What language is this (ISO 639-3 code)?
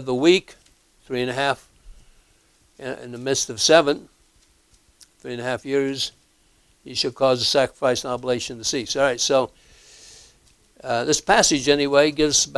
eng